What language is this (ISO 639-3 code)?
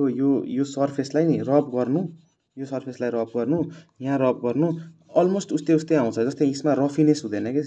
nep